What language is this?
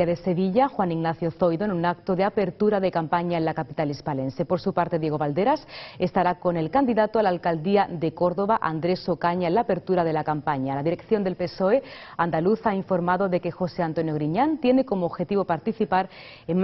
Spanish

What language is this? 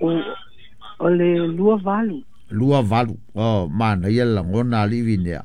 Samoan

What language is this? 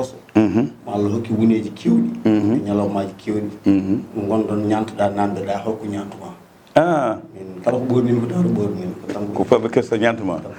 Fula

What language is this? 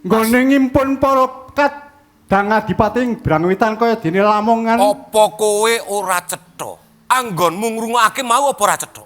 Javanese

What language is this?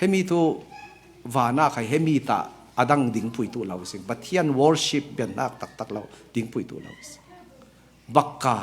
Falam Chin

